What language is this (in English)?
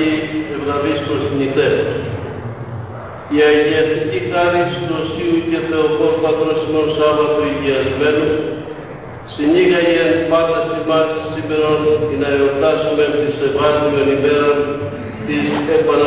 Greek